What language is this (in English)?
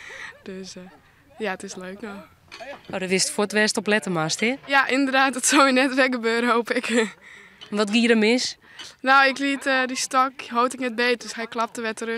Western Frisian